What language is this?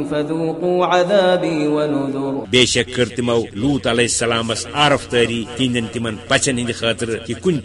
Kashmiri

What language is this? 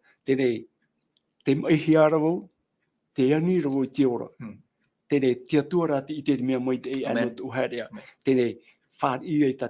Tahitian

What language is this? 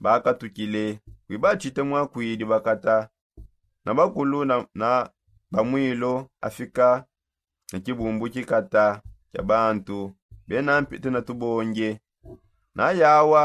Songe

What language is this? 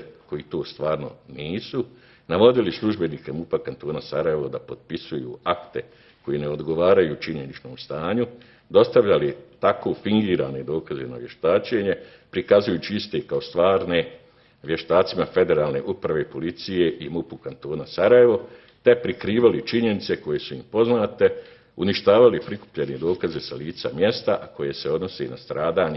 Bosnian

